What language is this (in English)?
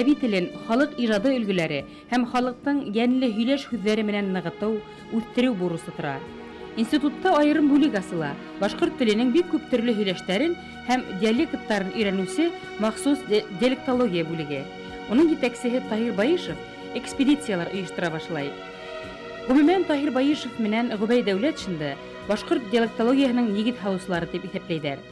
Bashkir